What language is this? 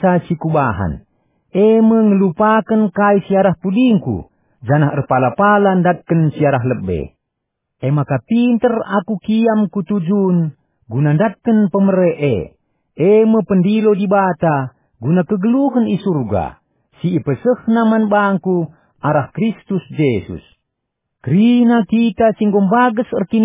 Batak Karo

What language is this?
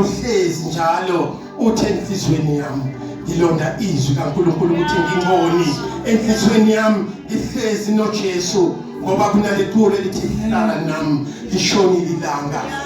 Zulu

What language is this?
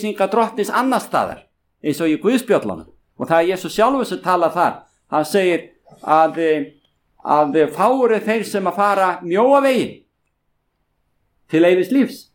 Icelandic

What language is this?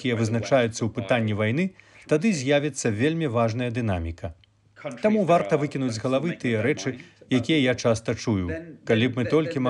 Belarusian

